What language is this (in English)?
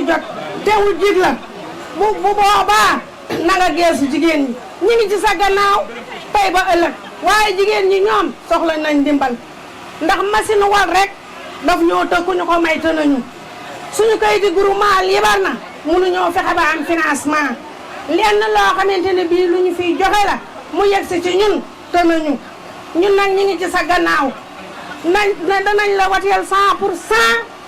Wolof